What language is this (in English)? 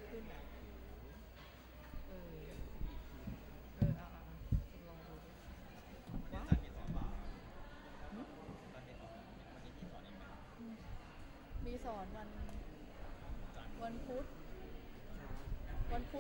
Thai